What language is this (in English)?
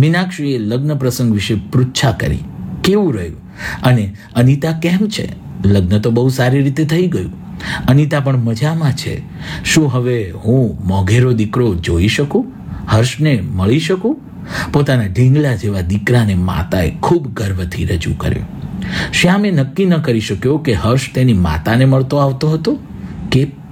Gujarati